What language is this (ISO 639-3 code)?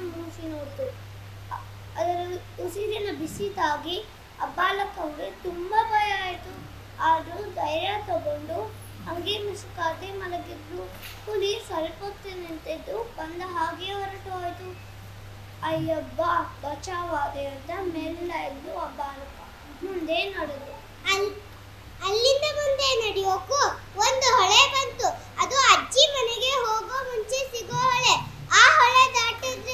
kan